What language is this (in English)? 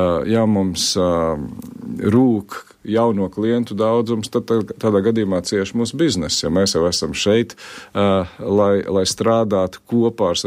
Latvian